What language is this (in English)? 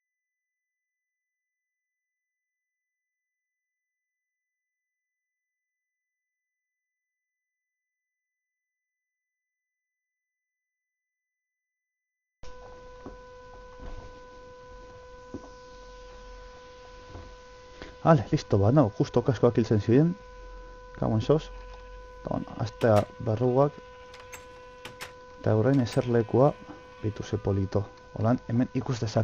Basque